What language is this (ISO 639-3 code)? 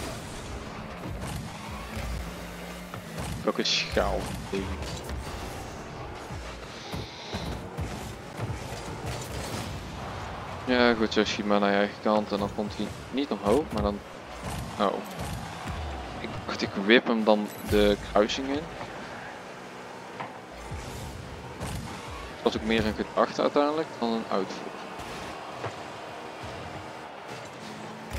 nld